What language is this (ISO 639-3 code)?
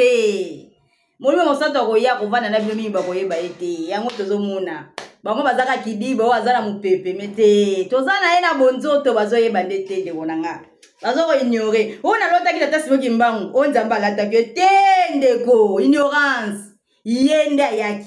lin